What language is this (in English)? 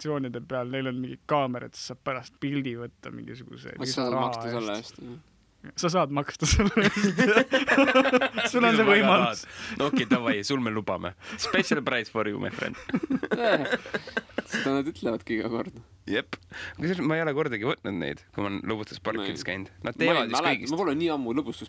Estonian